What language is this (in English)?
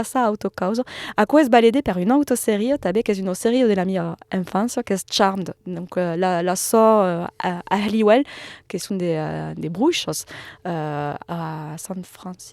Occitan